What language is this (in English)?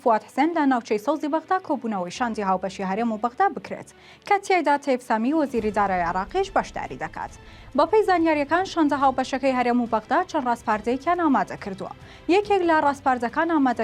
Central Kurdish